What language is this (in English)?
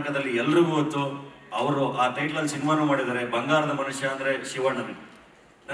Kannada